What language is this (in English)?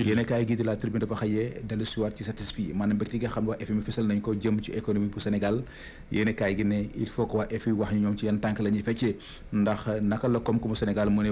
Wolof